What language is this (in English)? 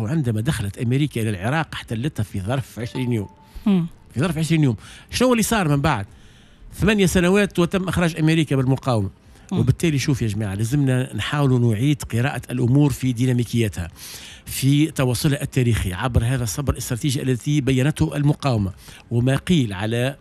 Tunisian Arabic